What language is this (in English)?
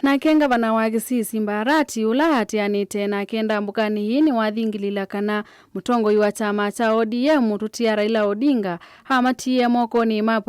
Kamba